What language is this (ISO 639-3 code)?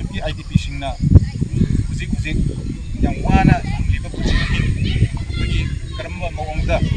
mni